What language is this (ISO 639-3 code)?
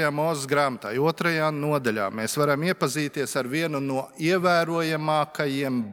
lav